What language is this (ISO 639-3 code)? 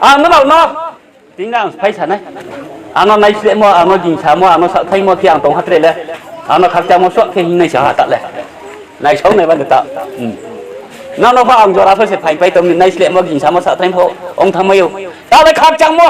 ria